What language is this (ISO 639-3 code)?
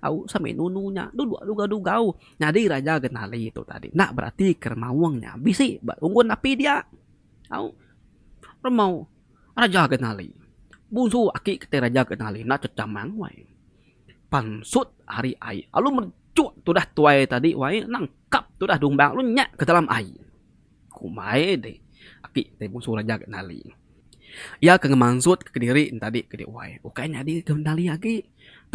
iba